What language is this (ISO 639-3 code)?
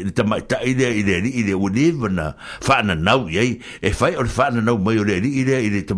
smo